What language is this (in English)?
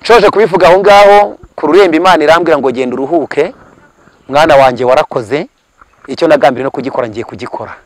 Kinyarwanda